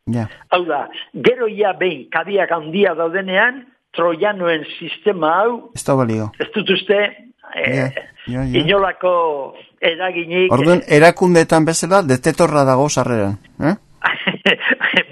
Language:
Basque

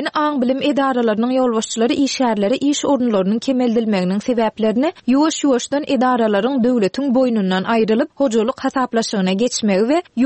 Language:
Turkmen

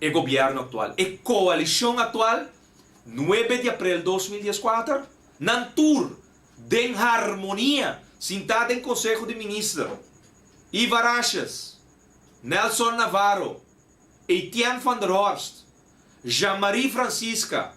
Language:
Papiamento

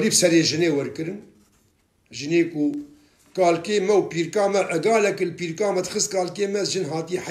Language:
Kurdish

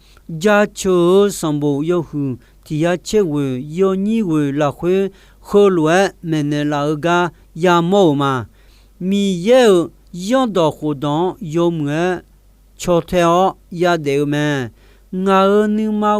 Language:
Akha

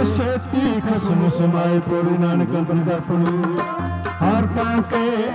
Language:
Punjabi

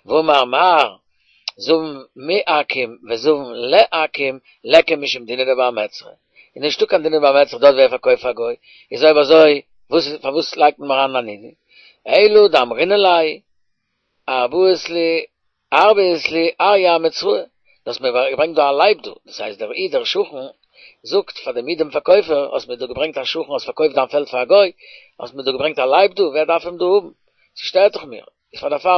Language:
Yiddish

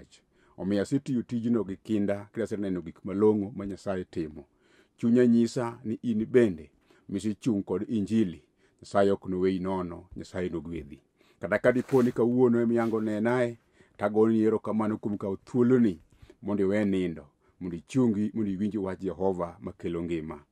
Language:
Luo (Kenya and Tanzania)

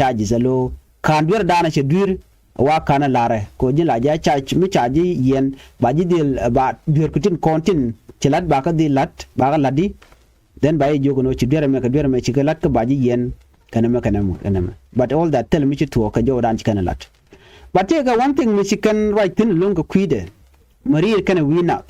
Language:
Nuer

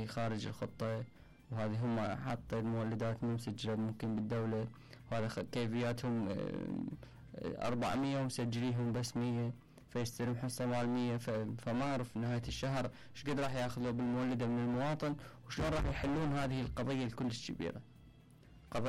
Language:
Mesopotamian Arabic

